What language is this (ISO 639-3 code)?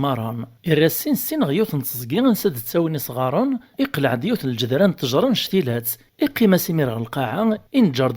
kab